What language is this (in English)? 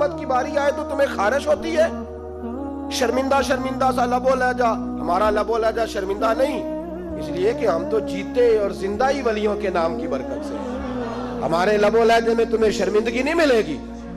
Urdu